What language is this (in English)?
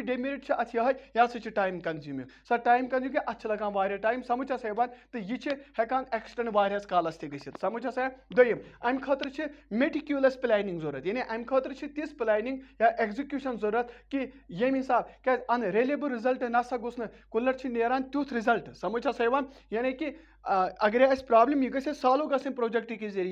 Kashmiri